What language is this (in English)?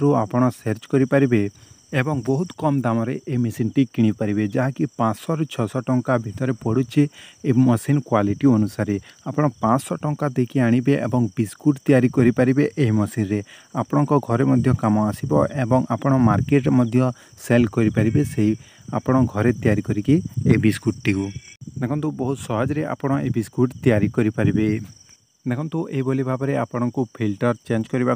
Odia